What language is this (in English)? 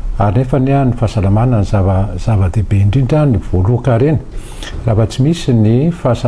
Malagasy